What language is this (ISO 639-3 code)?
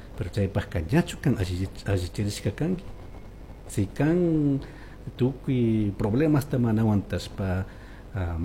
qug